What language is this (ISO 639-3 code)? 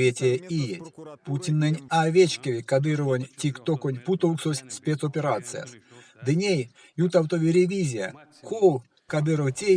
myv